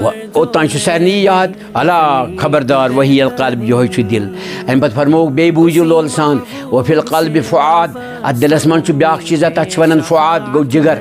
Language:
Kashmiri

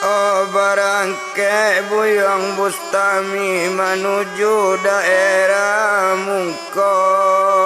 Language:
Minangkabau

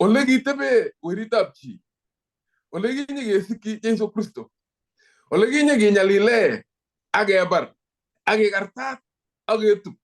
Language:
Kalenjin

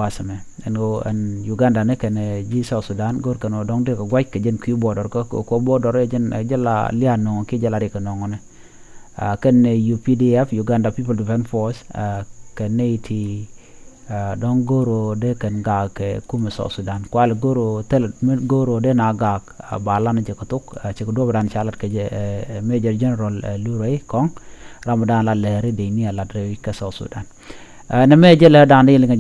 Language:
Nuer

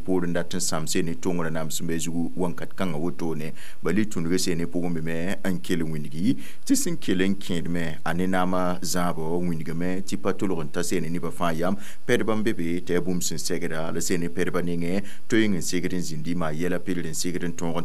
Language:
Mossi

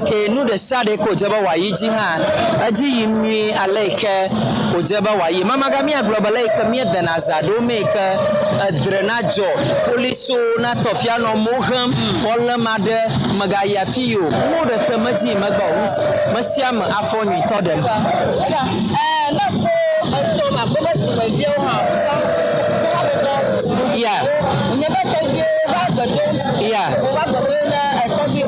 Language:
Ewe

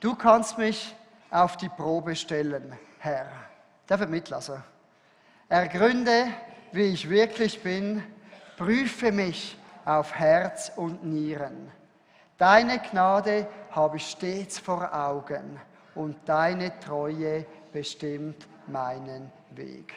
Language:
Swiss German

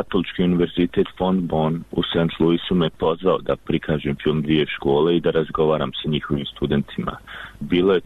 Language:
Bosnian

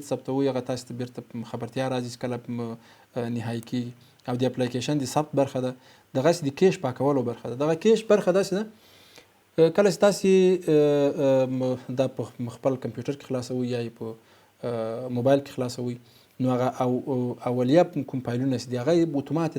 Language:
Pashto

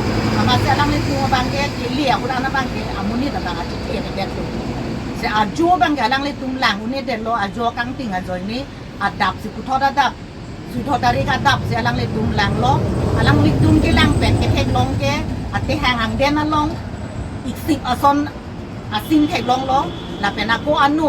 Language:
Karbi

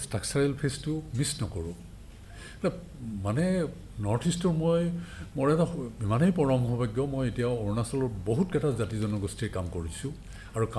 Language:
Assamese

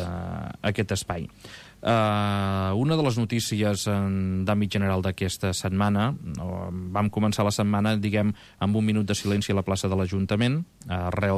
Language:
Catalan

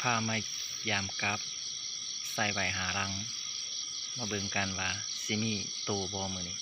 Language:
Lao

